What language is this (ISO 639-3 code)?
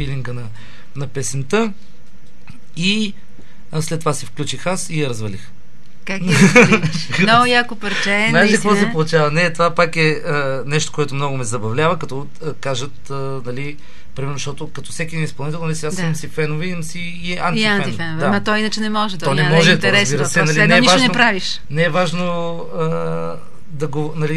bul